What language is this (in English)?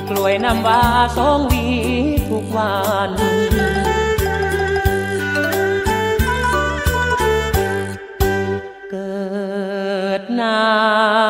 Thai